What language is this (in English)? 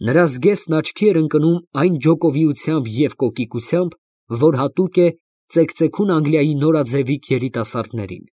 Armenian